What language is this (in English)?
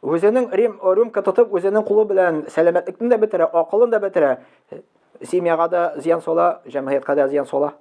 Tatar